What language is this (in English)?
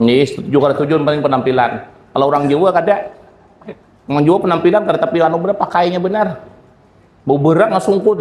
Banjar